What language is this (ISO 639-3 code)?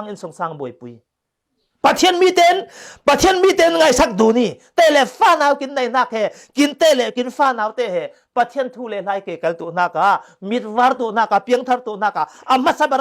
cfm